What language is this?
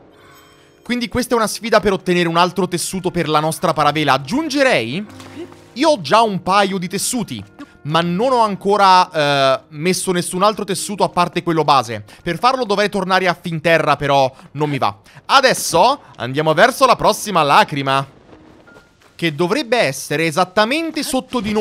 Italian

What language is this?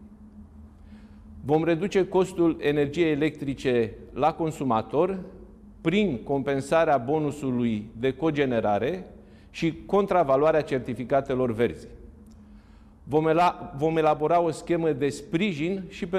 Romanian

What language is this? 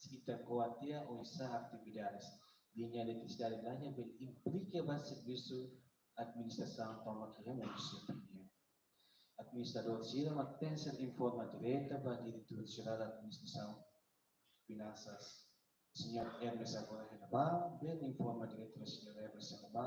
Tetum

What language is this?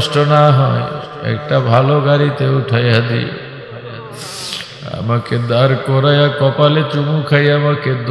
Bangla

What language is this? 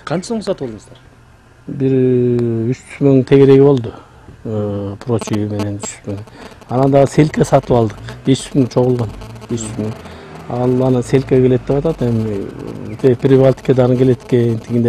Kyrgyz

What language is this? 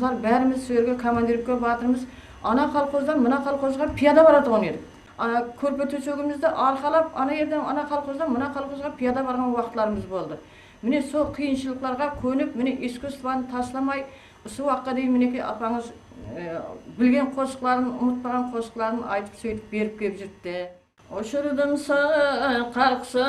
Kara-Kalpak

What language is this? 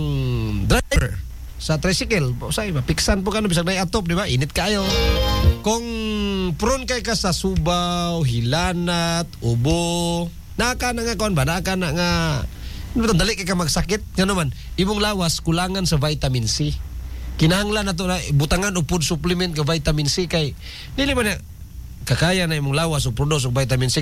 Cebuano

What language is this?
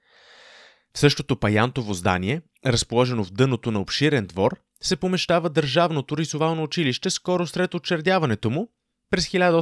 Bulgarian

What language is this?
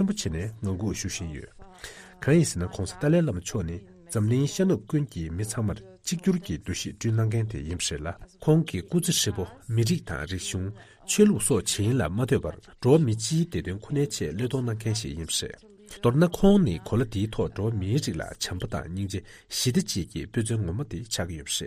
Tibetan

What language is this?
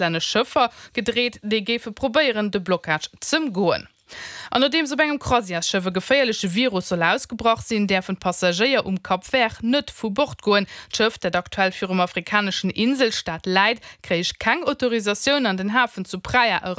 Luxembourgish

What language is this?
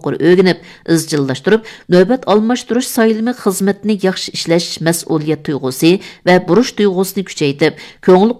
Uyghur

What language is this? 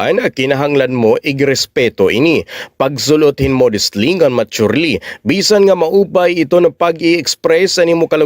Waray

